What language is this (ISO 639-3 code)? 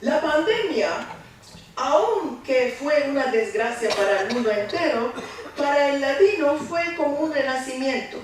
lad